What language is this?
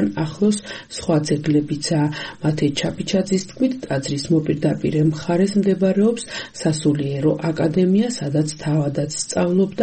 Georgian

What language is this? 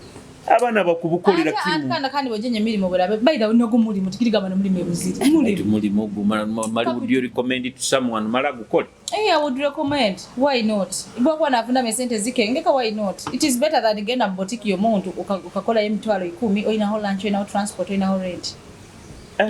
Nyoro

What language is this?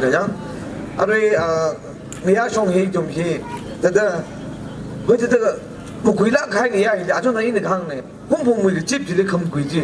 Tangkhul Naga (India)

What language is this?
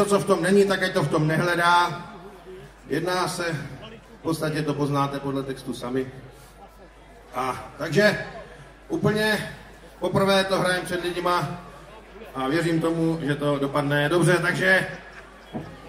Czech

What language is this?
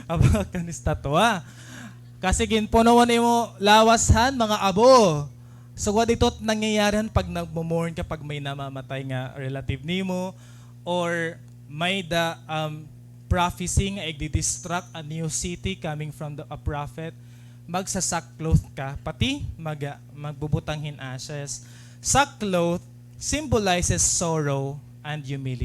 Waray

